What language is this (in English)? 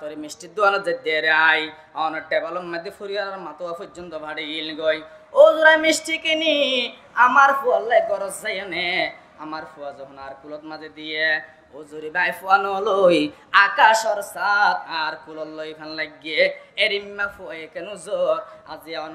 Rohingya